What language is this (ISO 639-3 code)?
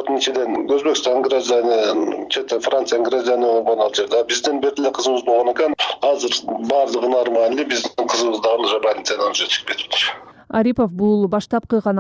kir